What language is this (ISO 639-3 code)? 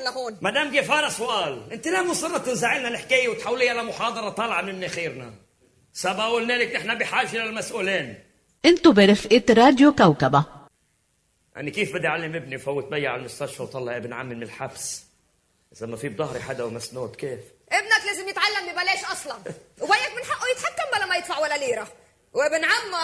apc